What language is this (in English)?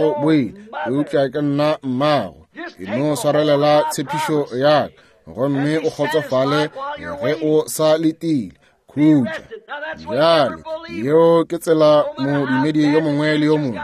Northern Sotho